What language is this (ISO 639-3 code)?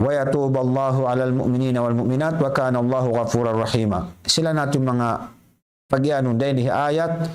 tsg